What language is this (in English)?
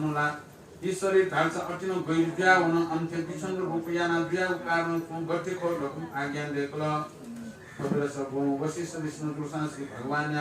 Newari